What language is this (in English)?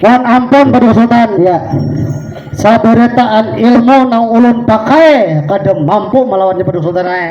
Banjar